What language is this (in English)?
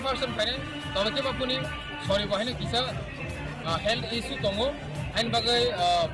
Kok Borok